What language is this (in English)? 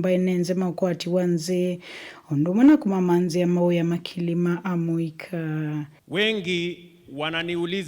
Kamba